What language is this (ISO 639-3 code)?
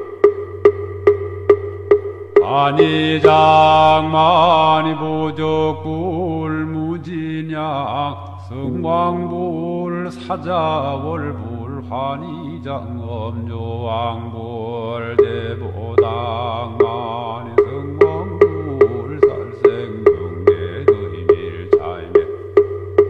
kor